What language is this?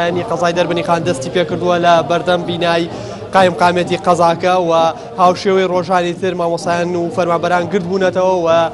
Central Kurdish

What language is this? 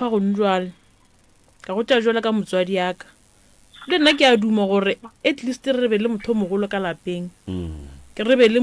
Northern Sotho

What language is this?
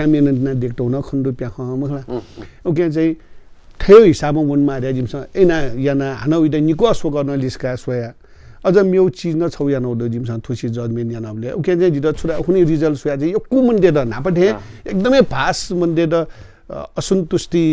Newari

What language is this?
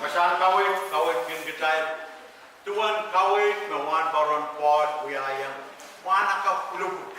Pohnpeian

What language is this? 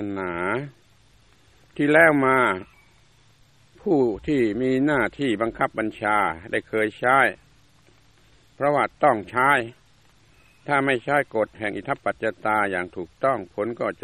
Thai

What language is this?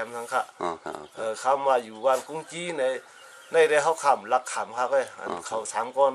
Shan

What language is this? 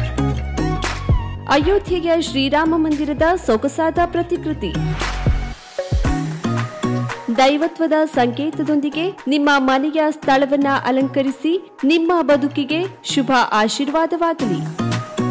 Kannada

